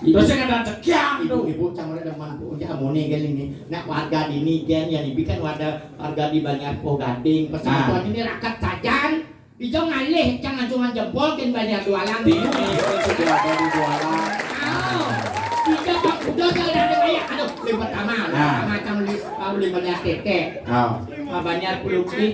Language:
Balinese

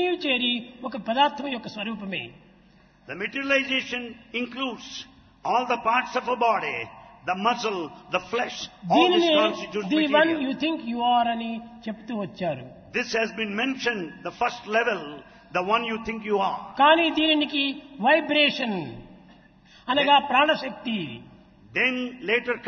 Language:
Telugu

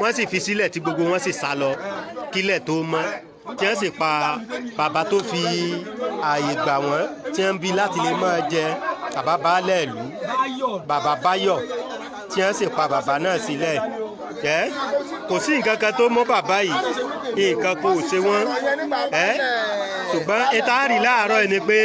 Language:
Yoruba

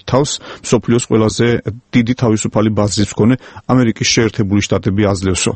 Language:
Georgian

